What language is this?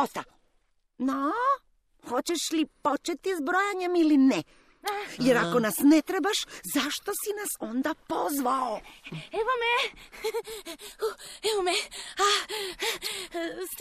Croatian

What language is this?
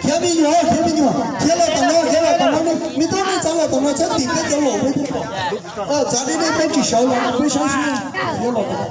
Hmong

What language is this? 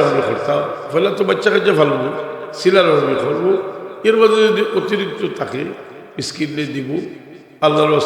Sylheti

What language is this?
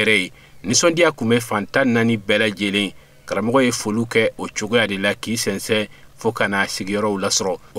Bambara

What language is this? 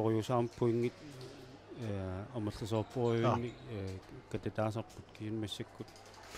Kalaallisut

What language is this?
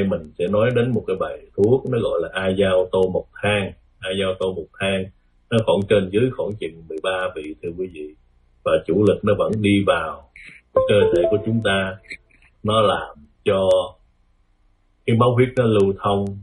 Vietnamese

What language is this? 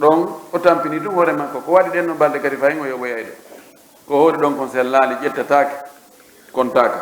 Pular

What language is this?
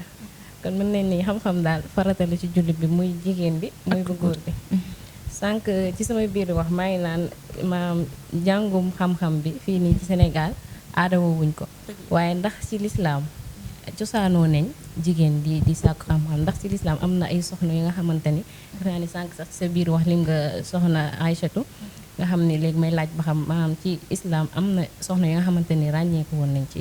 Wolof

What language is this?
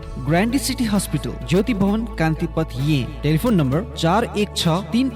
Newari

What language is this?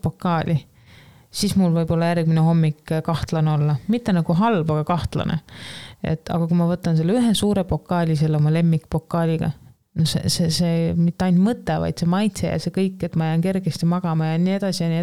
Estonian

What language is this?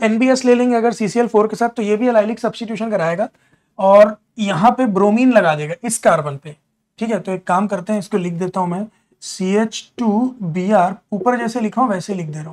Hindi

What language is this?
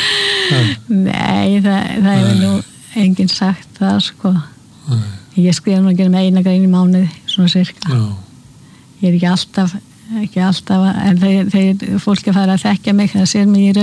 Icelandic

